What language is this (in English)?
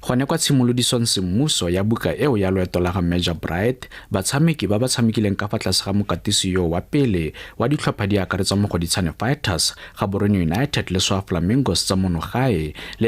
Tswana